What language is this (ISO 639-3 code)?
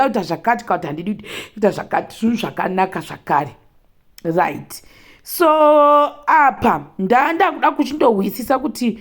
sna